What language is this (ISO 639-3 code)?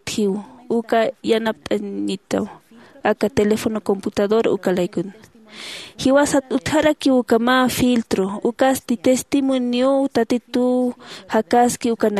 aym